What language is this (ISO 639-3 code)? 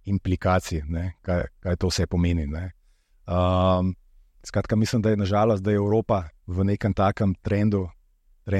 slv